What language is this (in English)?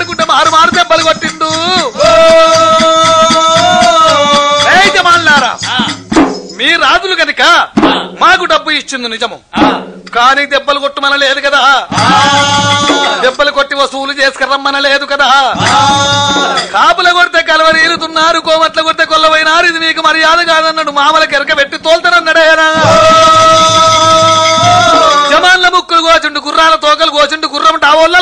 Telugu